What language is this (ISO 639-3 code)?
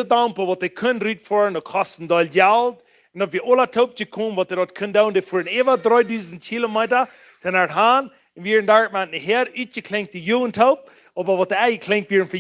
pdt